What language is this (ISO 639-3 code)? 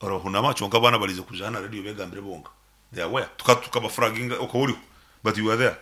nyn